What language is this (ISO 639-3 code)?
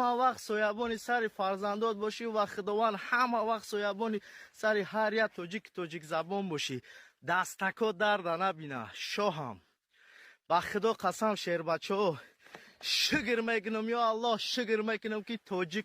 tgk